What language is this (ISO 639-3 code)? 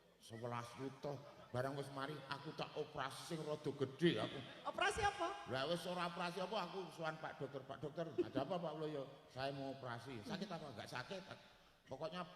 jav